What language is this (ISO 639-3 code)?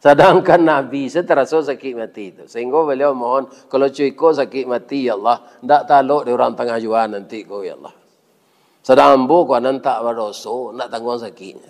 min